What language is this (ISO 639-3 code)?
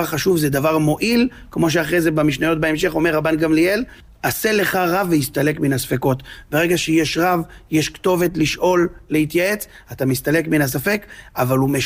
heb